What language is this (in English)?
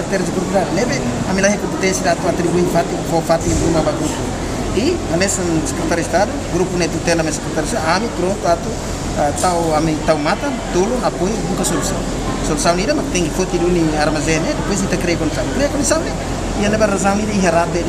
Tetum